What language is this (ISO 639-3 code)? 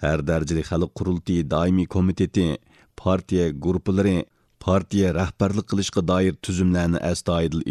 uig